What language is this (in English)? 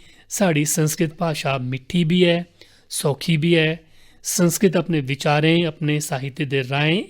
Dogri